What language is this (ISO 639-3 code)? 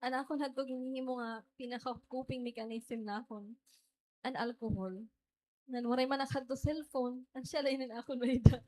war